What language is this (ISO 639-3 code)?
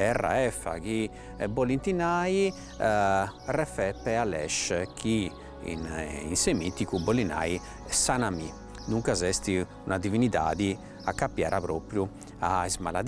srd